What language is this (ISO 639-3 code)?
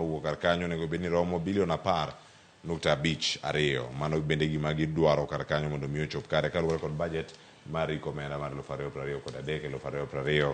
luo